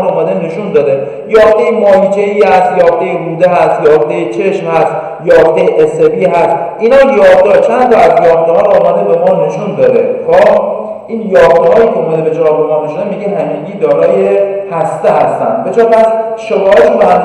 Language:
Persian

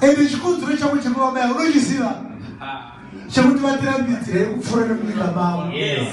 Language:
Shona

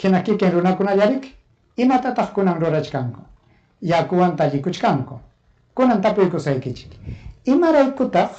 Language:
Ayacucho Quechua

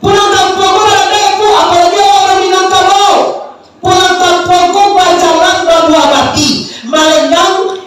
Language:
Minangkabau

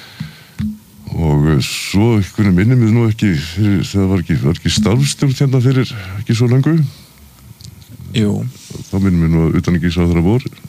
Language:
Icelandic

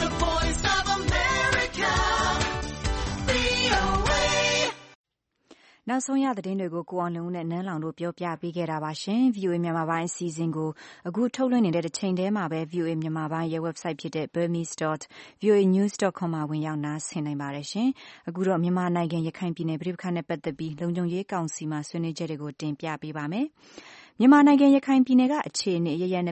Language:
Burmese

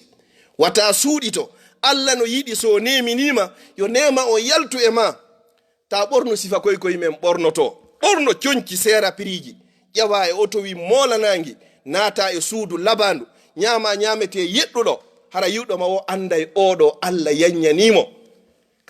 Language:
Fula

